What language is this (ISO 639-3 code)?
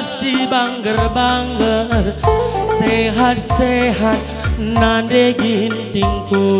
btx